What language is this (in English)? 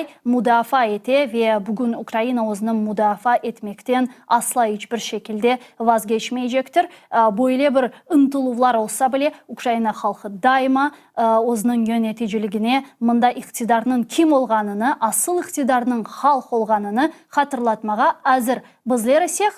Crimean Tatar